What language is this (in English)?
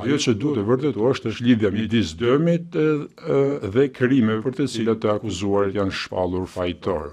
Albanian